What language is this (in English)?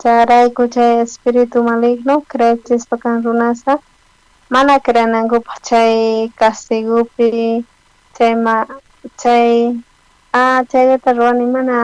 South Bolivian Quechua